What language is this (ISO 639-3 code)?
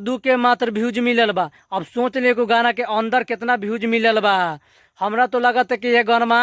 bho